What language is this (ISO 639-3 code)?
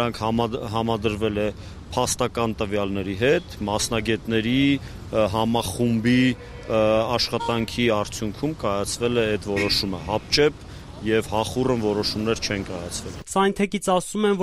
hye